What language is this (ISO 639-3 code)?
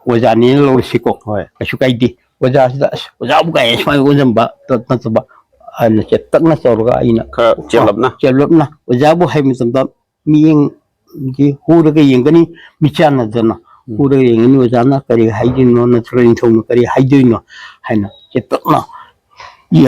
mni